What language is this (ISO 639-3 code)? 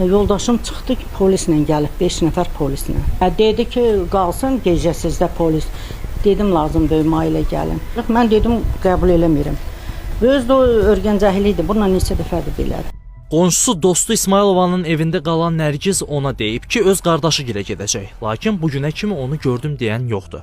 aze